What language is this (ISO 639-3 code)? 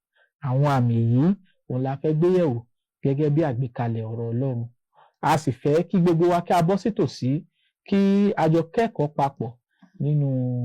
yor